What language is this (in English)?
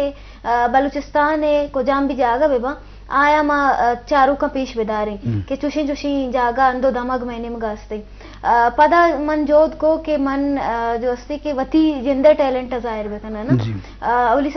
Eastern Balochi